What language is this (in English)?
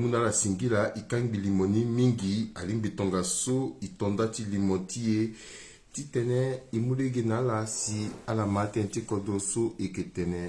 Sango